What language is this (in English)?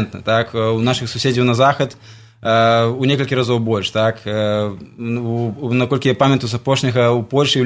Belarusian